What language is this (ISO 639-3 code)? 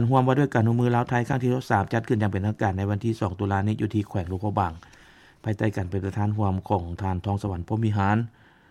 lao